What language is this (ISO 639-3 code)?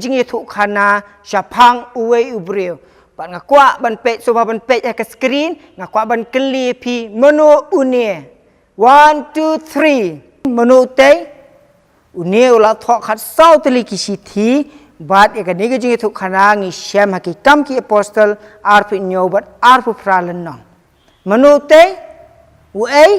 kha